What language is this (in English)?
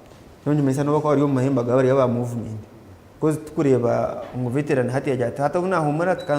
Nyankole